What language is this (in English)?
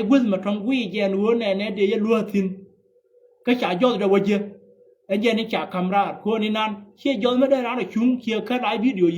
Nuer